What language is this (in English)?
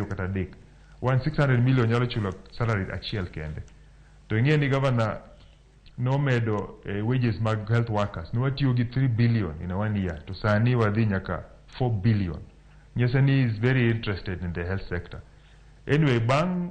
Luo (Kenya and Tanzania)